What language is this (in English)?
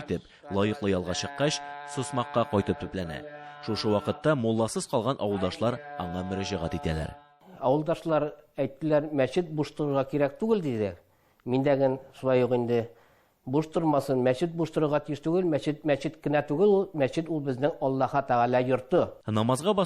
Tatar